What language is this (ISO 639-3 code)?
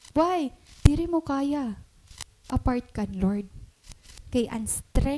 war